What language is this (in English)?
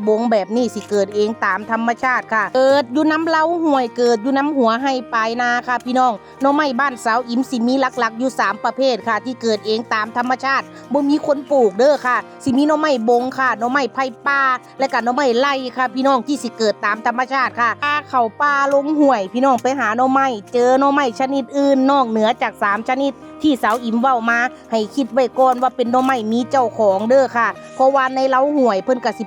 Northeastern Thai